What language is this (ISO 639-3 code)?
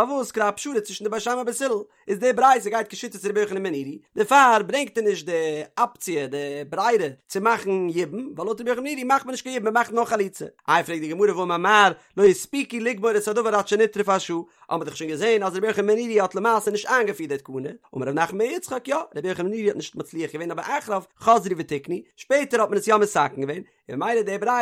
yid